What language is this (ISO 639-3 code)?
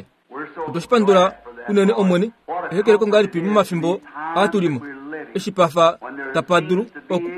kua